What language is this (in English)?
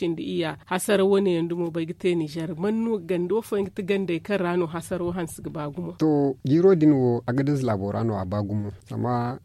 Zarma